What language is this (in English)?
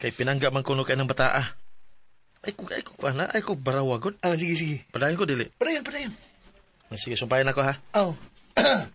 Cebuano